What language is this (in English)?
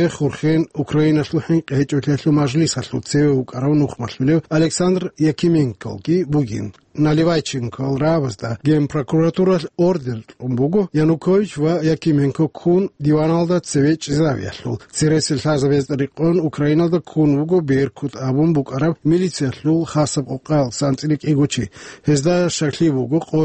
Avaric